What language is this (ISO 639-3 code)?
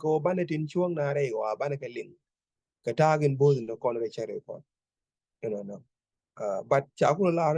nus